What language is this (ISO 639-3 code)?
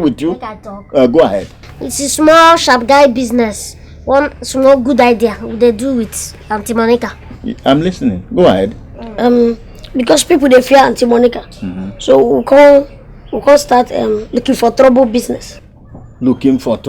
pcm